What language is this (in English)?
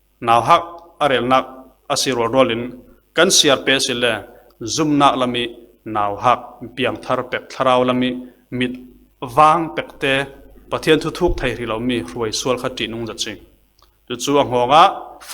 Falam Chin